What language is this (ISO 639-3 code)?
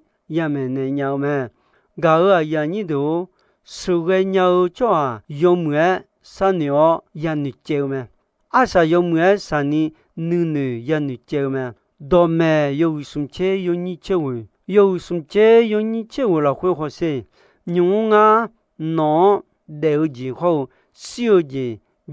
ahk